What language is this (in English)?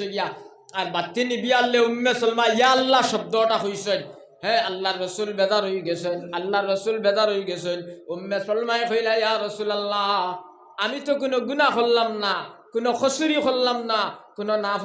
Sylheti